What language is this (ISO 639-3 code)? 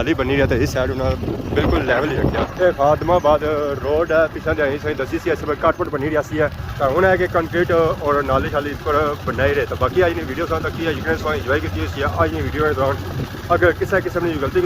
phr